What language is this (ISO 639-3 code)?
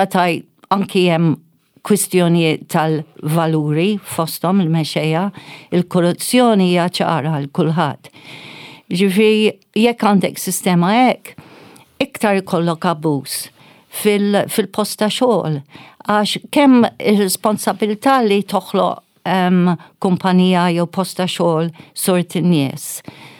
mlt